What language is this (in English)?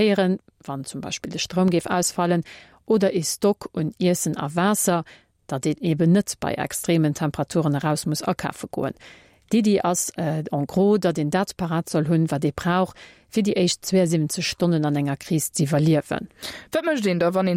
Luxembourgish